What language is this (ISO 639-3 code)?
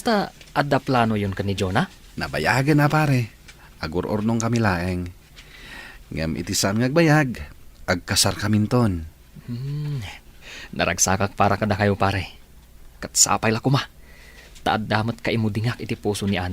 ilo